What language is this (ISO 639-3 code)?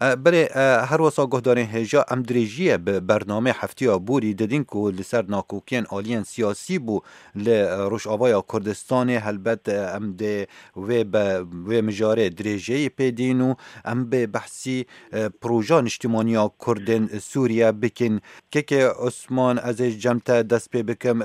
kur